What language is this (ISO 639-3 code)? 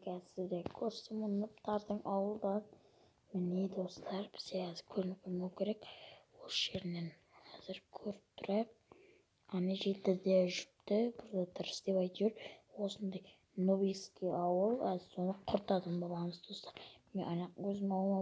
kaz